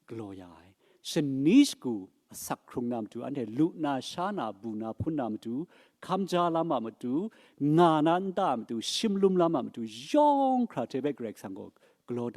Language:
Kachin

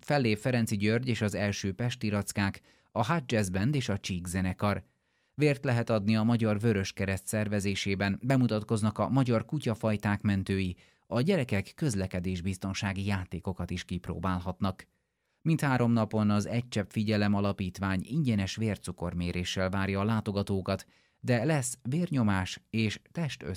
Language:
Hungarian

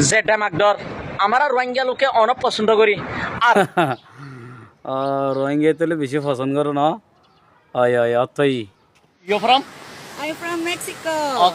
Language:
Rohingya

